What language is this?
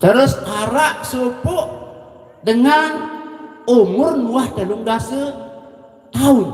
Sasak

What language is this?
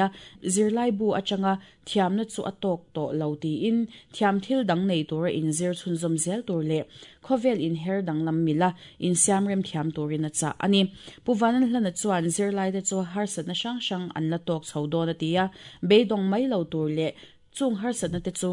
Mizo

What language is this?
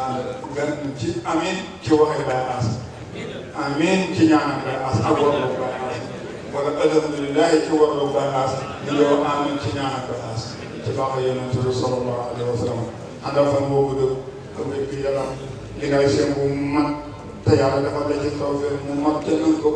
Wolof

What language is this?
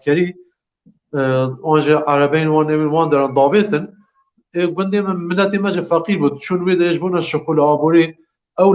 Kurdish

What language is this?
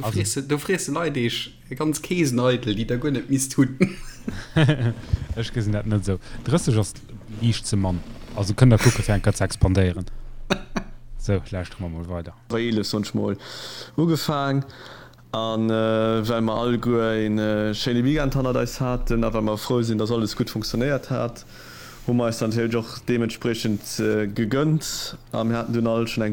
Luxembourgish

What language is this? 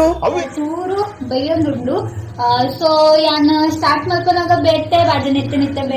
Tulu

